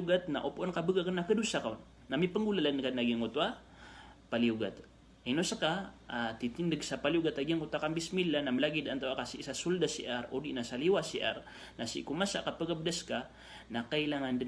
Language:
Maranao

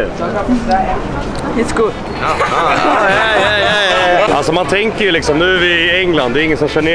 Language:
Swedish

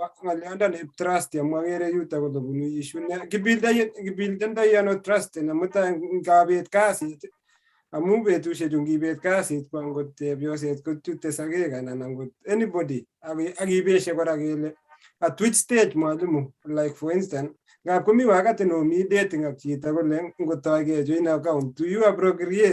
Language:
Kalenjin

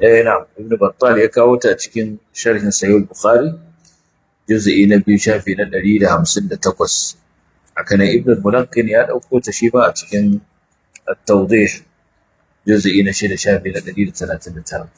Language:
Hausa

